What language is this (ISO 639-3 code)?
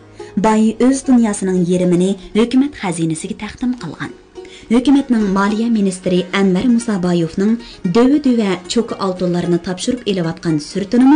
uig